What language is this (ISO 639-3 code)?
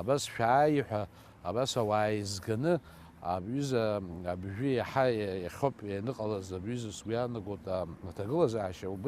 abk